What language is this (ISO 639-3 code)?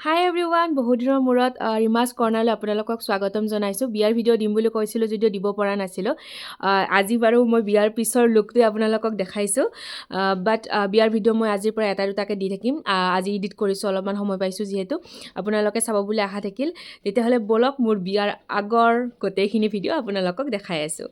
asm